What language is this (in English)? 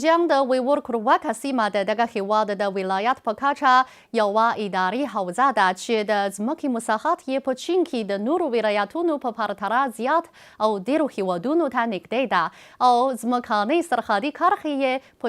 Pashto